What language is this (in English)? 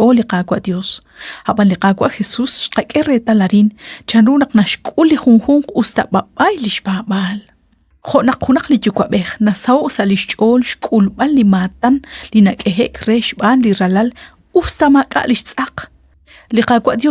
Kekchí